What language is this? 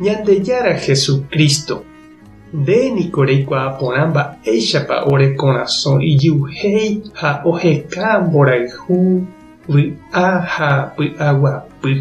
Guarani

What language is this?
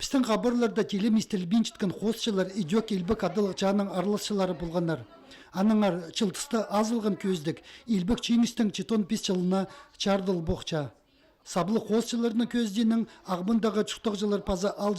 Khakas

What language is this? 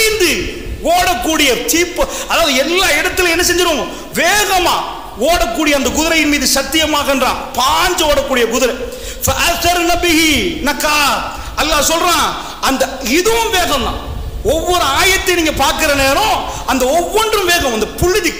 Tamil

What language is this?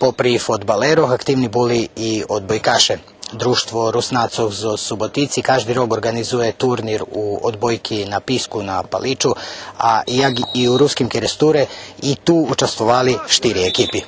Rusyn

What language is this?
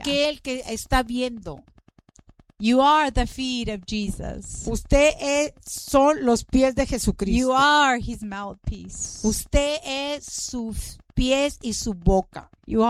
Spanish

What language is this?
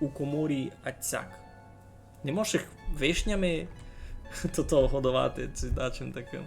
Rusyn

